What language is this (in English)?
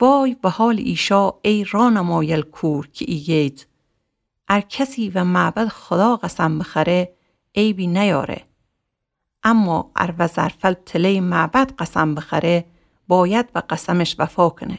Gilaki